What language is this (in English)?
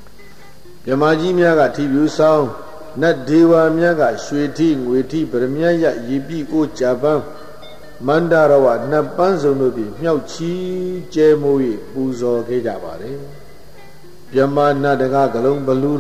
Burmese